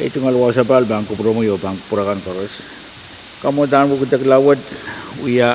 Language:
Pohnpeian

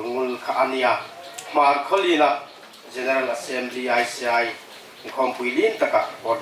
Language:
Hmar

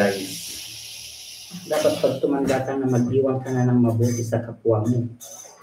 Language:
Filipino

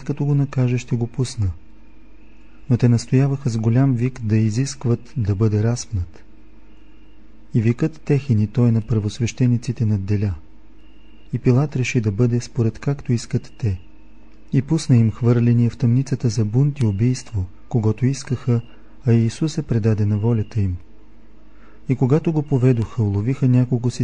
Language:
Bulgarian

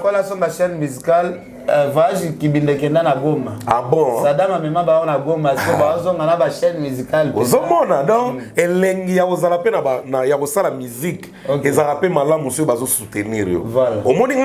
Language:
Lingala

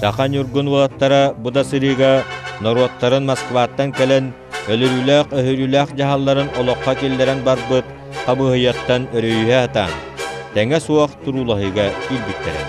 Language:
Yakut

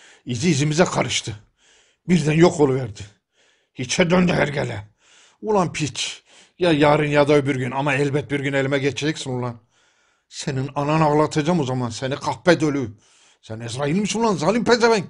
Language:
Turkish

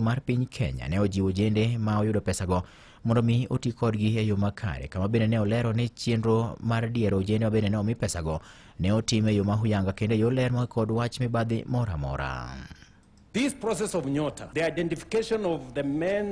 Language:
Luo (Kenya and Tanzania)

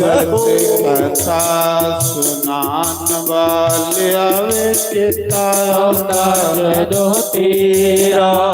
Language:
Dogri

